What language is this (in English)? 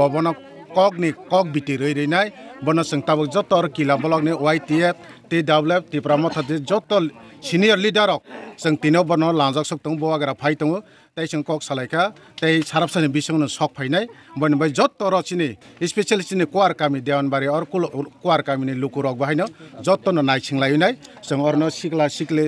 Kok Borok